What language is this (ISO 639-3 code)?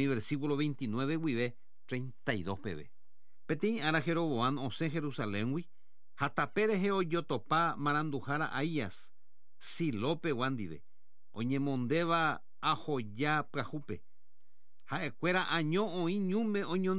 grn